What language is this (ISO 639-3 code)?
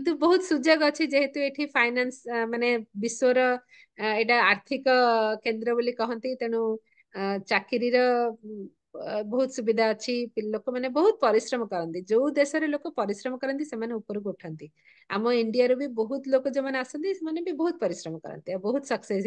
ori